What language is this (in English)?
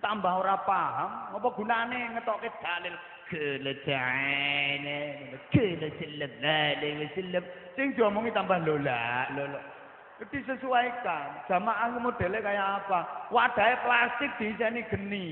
Javanese